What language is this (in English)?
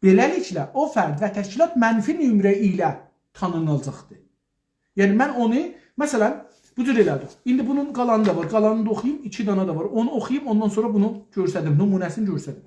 South Azerbaijani